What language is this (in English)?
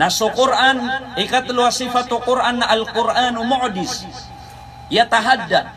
Maranao